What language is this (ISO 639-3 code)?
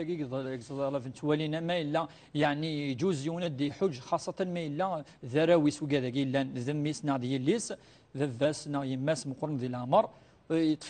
kab